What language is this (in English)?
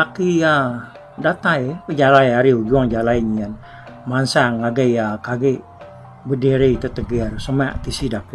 Iban